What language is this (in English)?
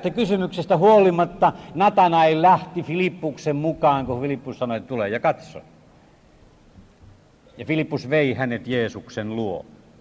Finnish